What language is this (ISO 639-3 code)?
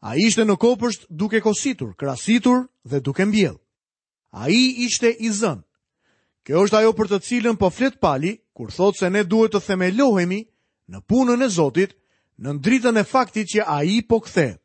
sqi